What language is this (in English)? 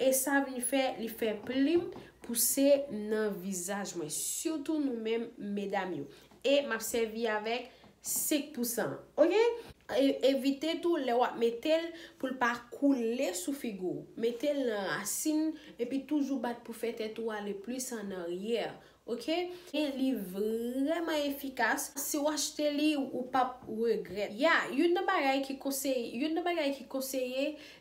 Haitian Creole